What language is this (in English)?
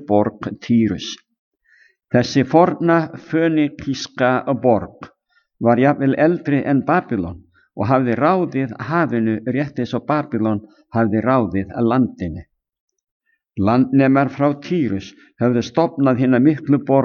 Icelandic